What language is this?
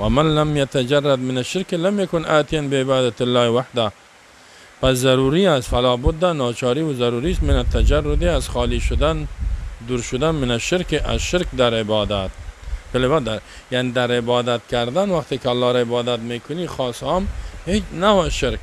Tajik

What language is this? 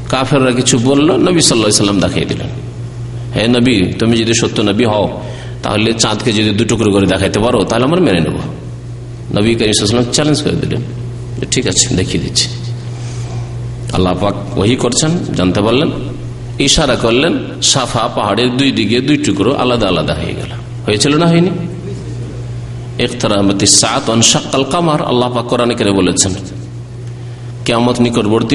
Bangla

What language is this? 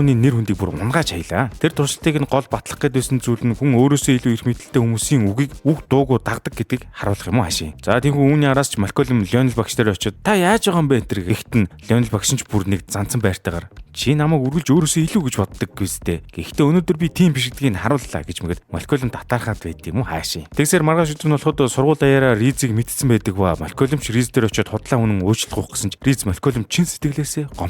Mongolian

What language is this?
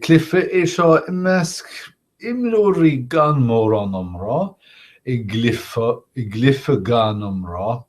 Irish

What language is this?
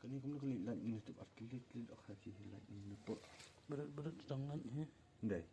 Khasi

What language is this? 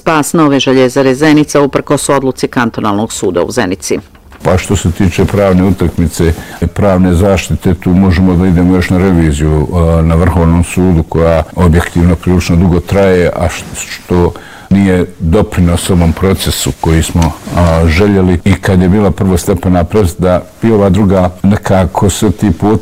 Bosnian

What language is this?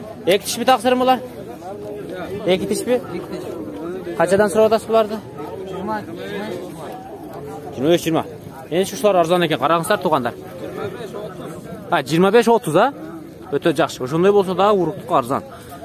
Kyrgyz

